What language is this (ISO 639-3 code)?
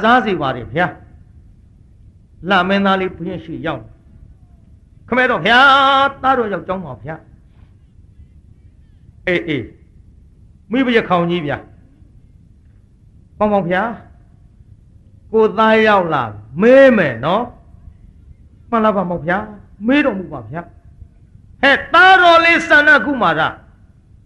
mya